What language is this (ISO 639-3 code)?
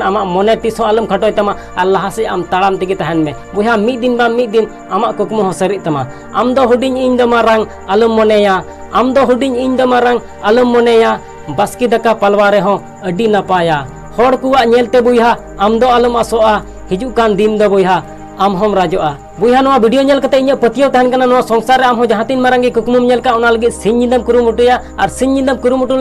sat